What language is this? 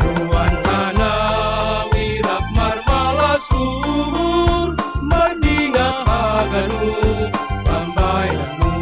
Batak Simalungun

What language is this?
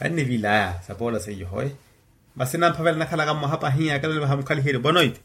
Makhuwa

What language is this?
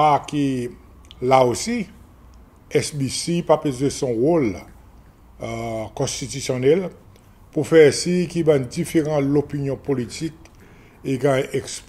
Seselwa Creole French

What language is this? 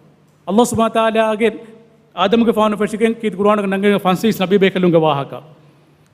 Divehi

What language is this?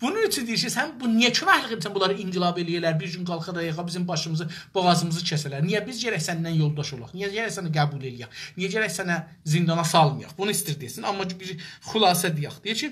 South Azerbaijani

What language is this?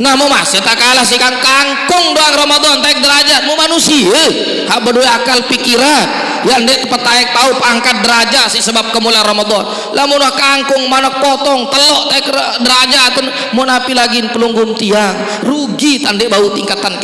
Sasak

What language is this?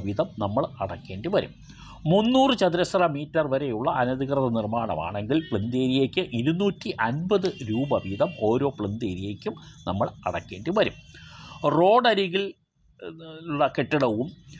Malayalam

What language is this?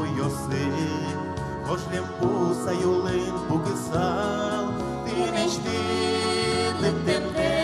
Udmurt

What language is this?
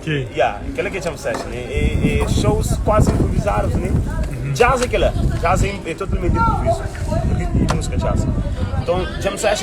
Kabuverdianu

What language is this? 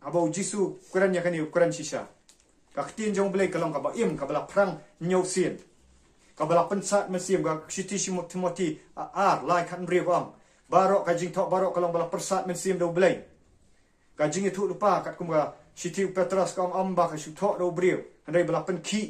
Khasi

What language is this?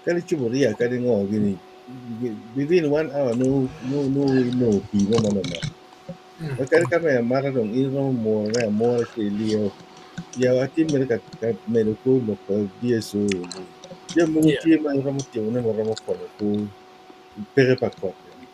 Acoli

